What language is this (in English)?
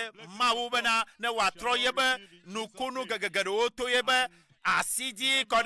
Ewe